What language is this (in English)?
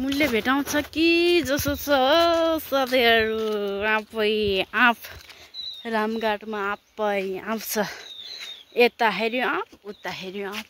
Nepali